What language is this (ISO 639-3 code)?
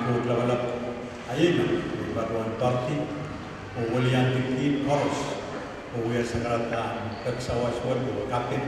pon